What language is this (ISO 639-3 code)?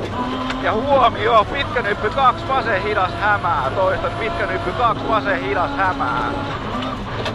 fin